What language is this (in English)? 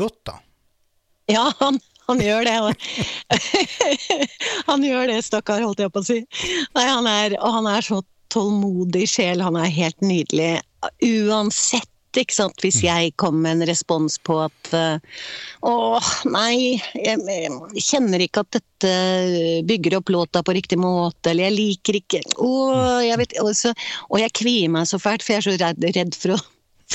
Norwegian